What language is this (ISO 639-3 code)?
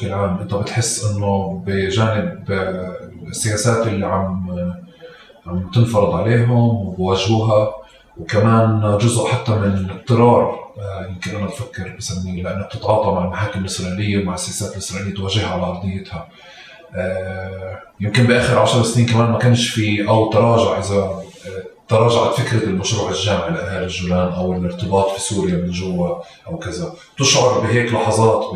apc